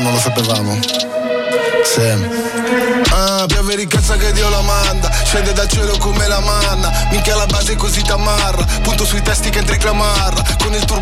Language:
Italian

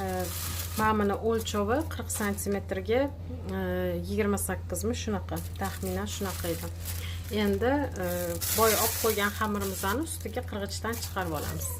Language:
Uzbek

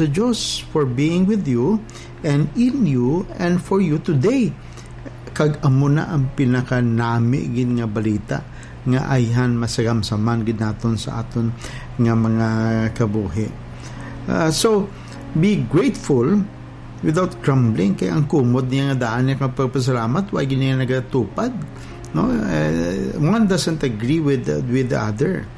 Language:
Hiligaynon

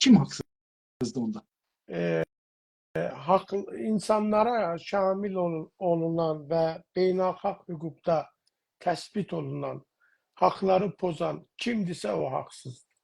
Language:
South Azerbaijani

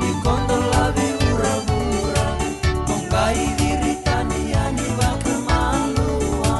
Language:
Fijian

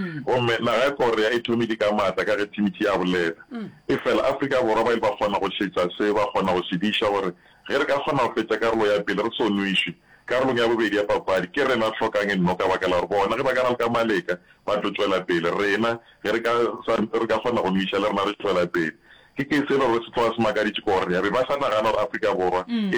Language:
Northern Sotho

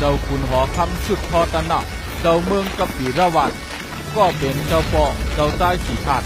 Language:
Shan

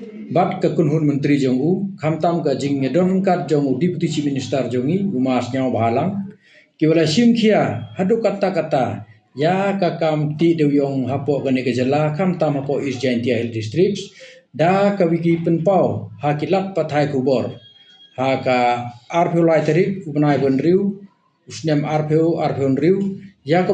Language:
Khasi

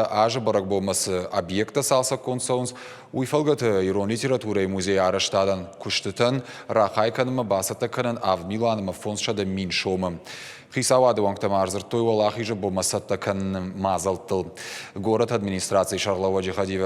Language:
Ossetic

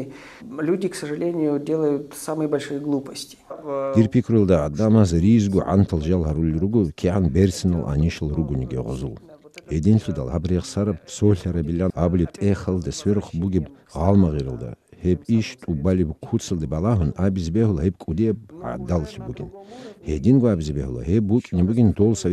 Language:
Avaric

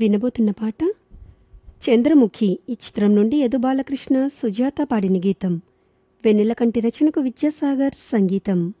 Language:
Telugu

